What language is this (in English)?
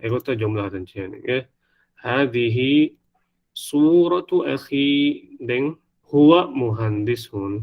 Divehi